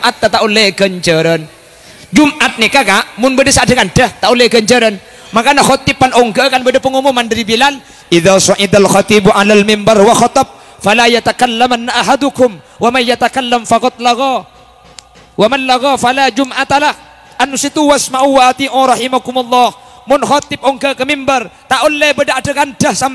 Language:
Madurese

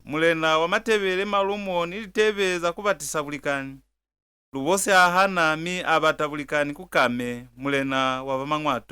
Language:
Lozi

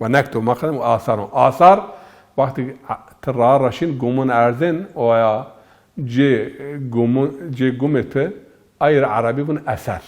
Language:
Zaza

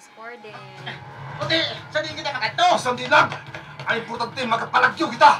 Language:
Hiligaynon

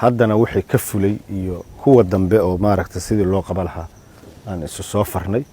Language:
Somali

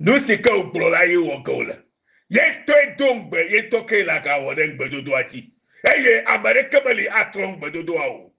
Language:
Ewe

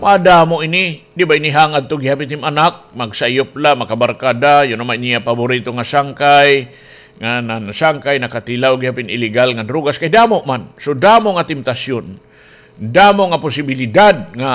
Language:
Waray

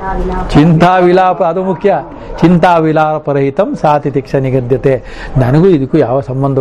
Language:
Kannada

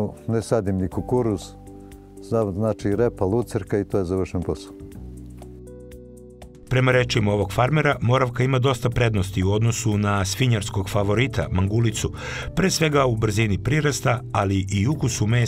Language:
Serbian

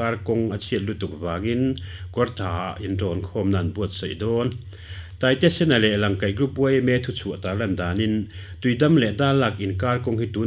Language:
Mizo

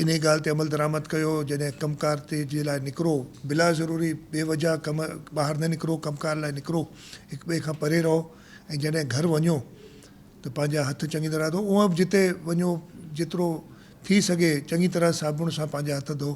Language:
Sindhi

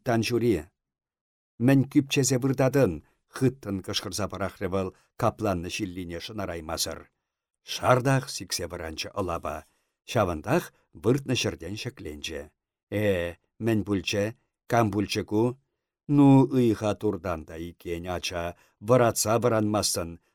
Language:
Chuvash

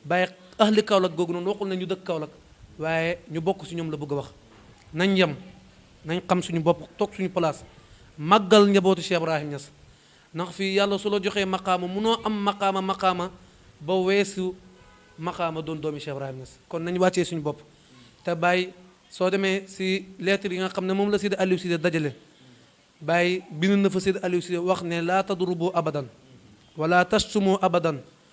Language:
Wolof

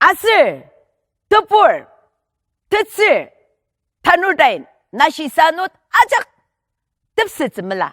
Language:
Ao Naga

